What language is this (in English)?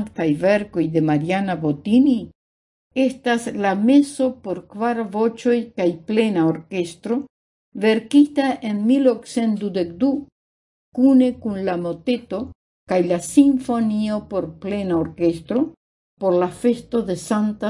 Esperanto